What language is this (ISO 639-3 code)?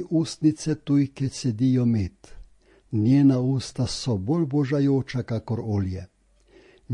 slv